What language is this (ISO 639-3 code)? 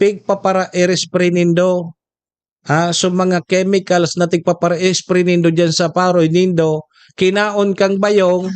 bik